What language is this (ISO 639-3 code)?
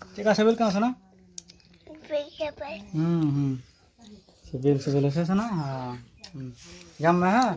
sat